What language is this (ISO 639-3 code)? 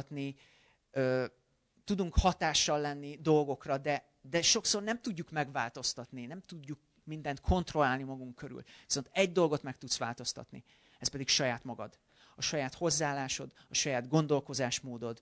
hun